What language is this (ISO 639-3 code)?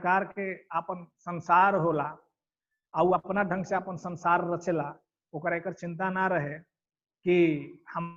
bho